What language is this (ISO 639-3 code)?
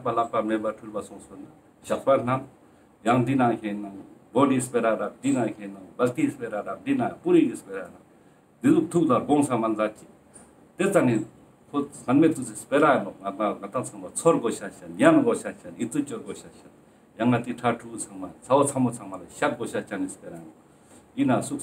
lbj